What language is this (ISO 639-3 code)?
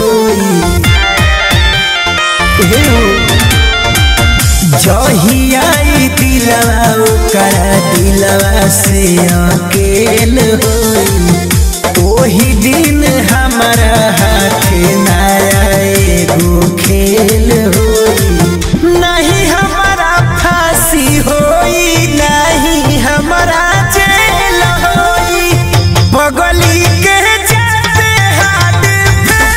bho